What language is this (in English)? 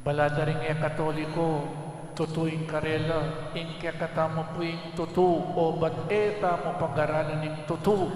Pampanga